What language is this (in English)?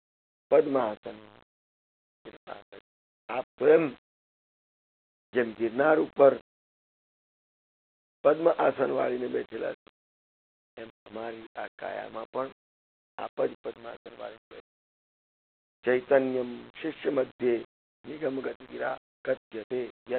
Gujarati